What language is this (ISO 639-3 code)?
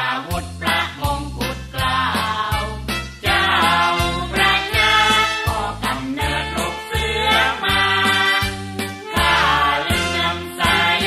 tha